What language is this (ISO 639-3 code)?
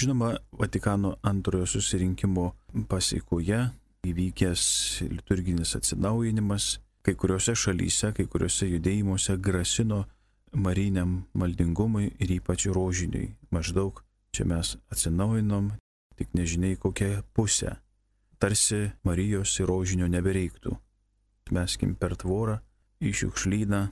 lit